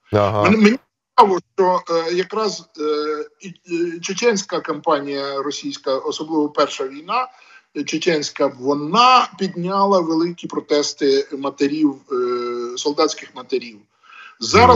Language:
Ukrainian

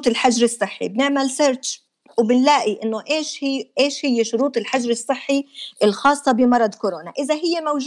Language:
North Levantine Arabic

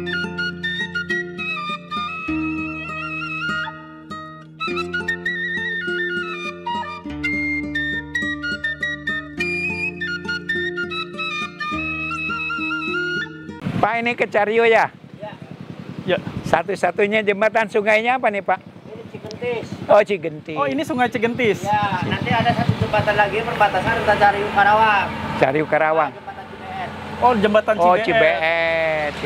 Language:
Indonesian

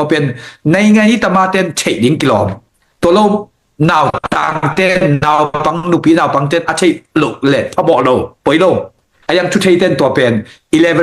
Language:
Tedim Chin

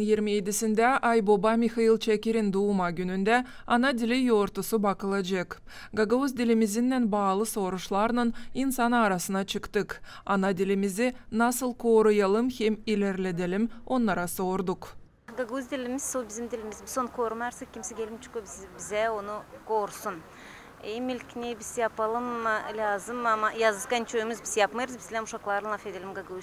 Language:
Gagauz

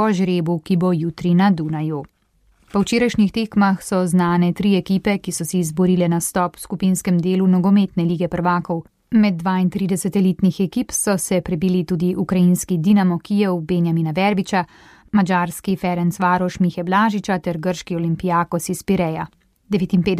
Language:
Slovenian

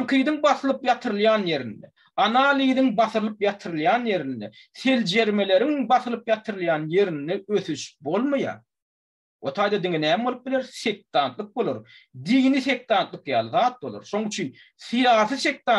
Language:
Turkmen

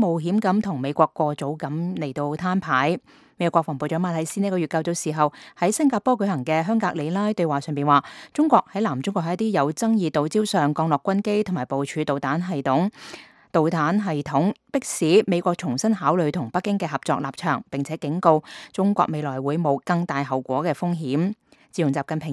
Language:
Cantonese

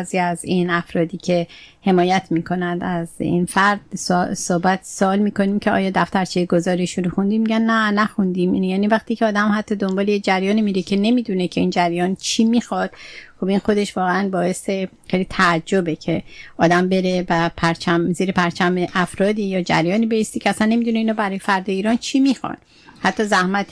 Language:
Persian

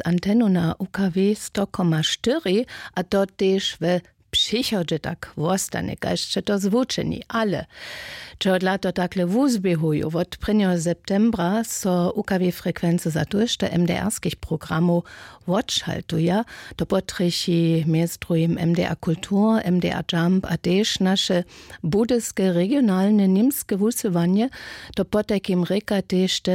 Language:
Upper Sorbian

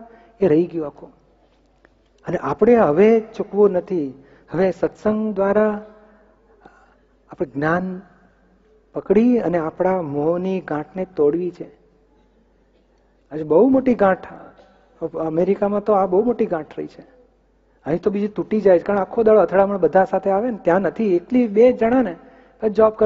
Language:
Gujarati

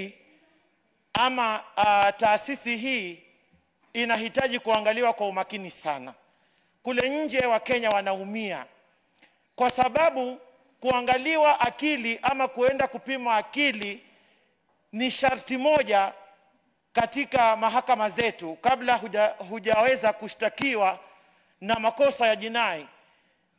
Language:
Swahili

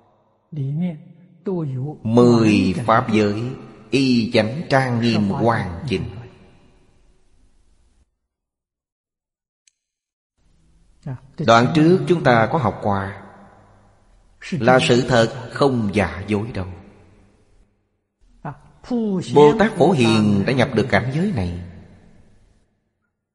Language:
Vietnamese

